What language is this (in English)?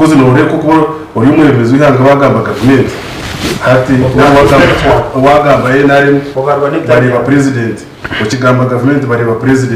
Nyankole